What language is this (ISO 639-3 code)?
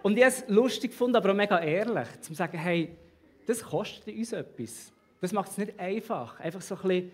gsw